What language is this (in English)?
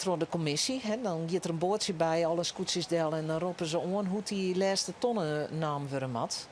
Western Frisian